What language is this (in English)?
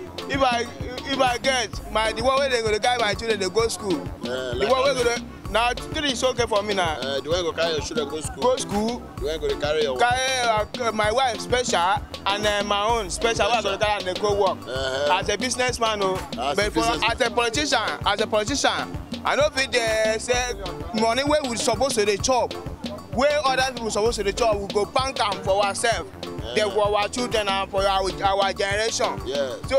Nigerian Pidgin